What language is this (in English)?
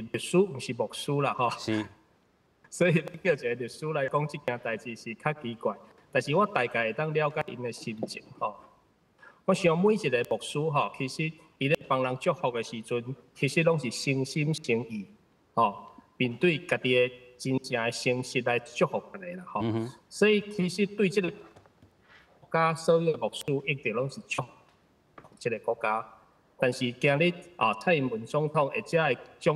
Min Nan Chinese